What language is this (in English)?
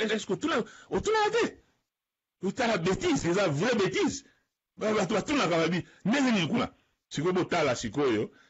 Lingala